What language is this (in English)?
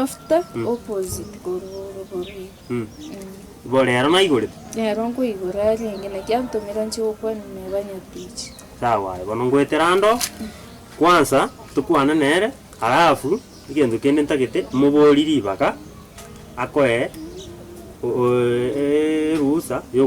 Gusii